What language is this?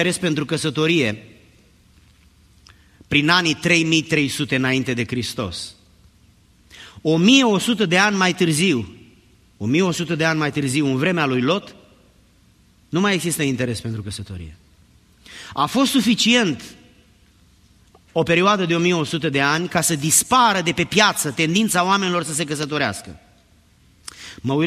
Romanian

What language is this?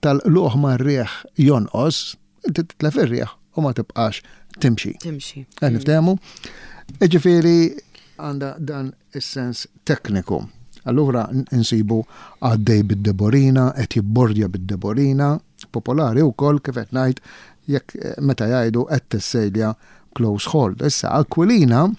Maltese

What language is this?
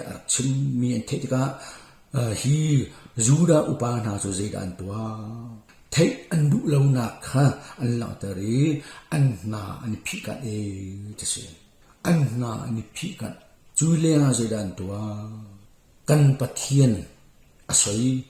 Hakha Chin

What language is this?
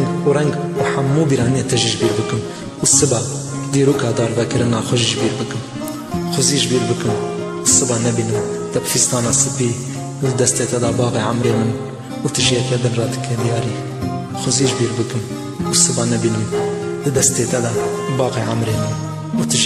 Kurdish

